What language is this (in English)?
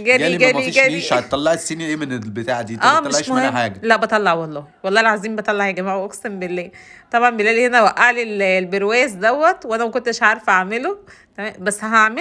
Egyptian Arabic